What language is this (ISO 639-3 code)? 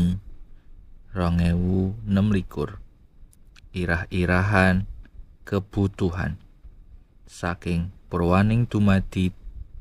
jav